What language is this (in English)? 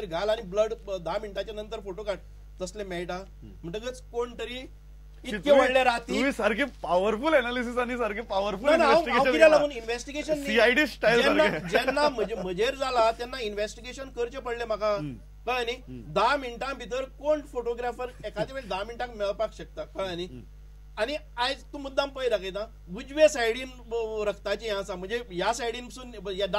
Konkani